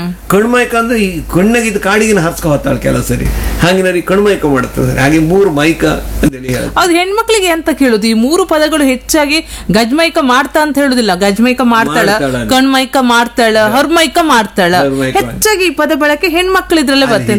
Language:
Kannada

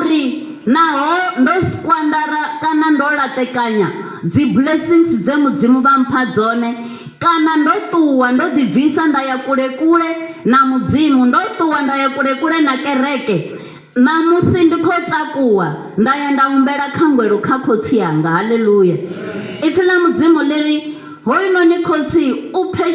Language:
Venda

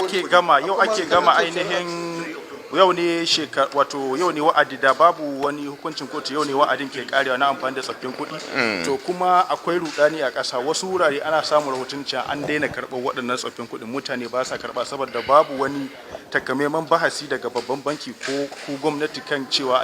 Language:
Hausa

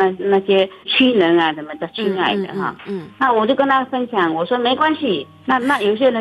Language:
Chinese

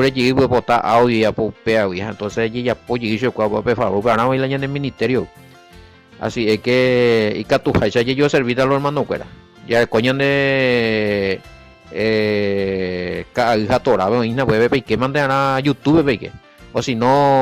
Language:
Guarani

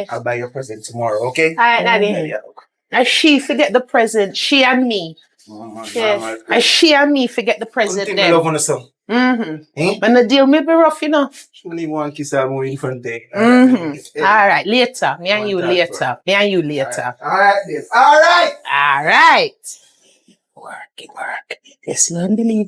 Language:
Jamaican Creole English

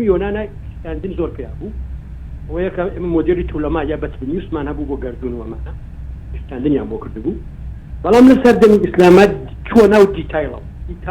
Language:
Central Kurdish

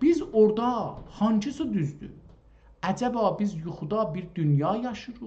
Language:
South Azerbaijani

